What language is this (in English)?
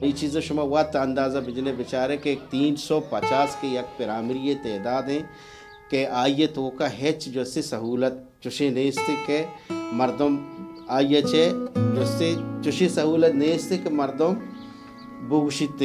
Baluchi